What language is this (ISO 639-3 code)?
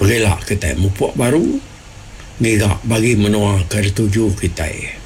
iba